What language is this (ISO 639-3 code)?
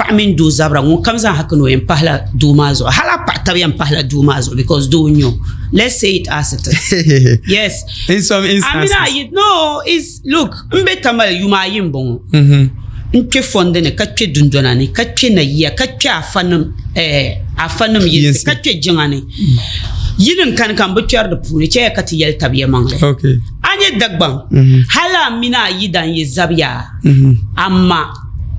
dag